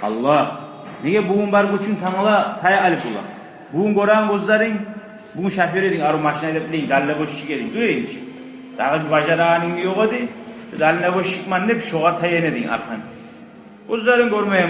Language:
Kumyk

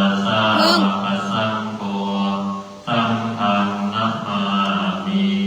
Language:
Pali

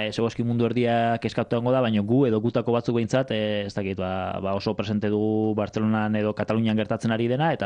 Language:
Basque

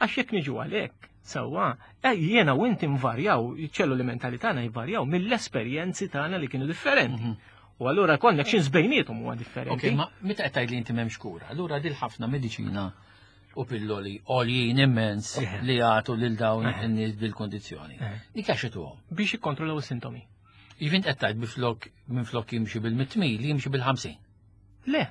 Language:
Maltese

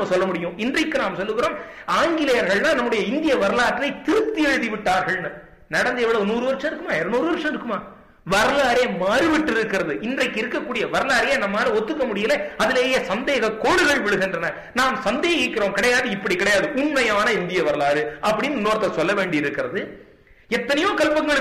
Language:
Tamil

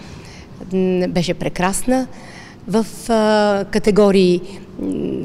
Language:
Bulgarian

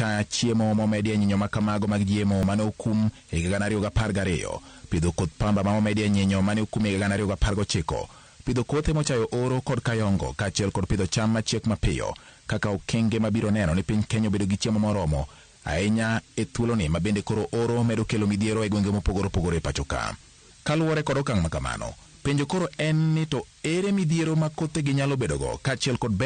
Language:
Luo (Kenya and Tanzania)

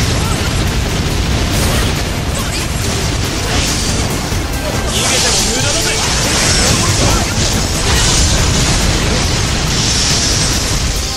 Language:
Japanese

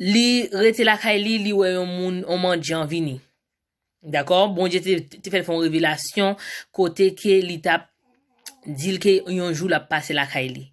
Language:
Haitian Creole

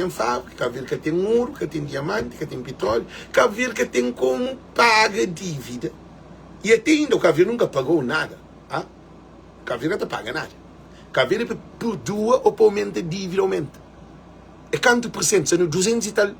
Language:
Kabuverdianu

